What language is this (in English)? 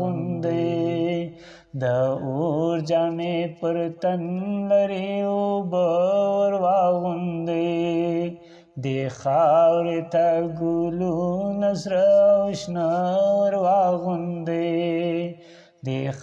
Pashto